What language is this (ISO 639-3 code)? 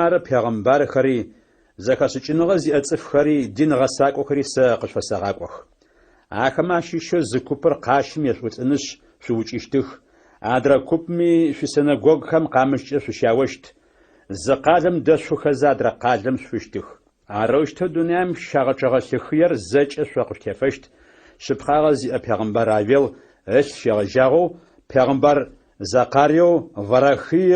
ady